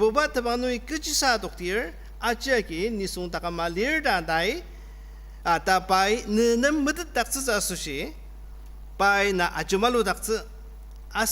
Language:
Ao Naga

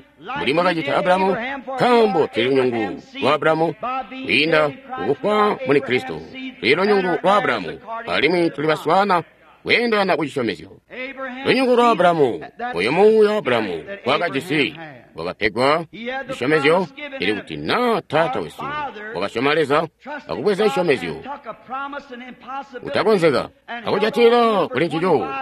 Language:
Tonga (Zambia)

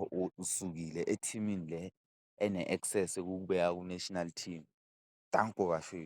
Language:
Zulu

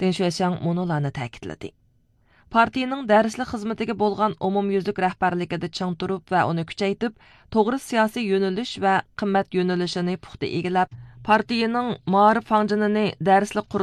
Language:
Uyghur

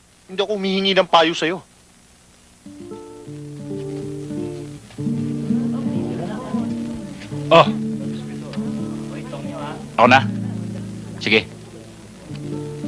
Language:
Filipino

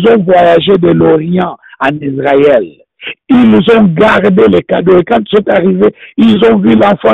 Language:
French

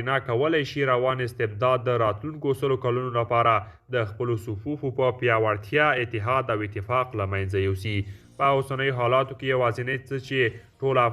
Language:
Pashto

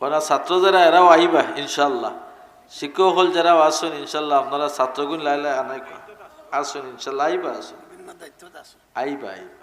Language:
Sylheti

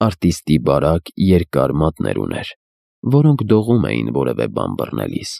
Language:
Armenian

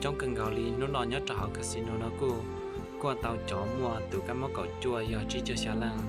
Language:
Hmong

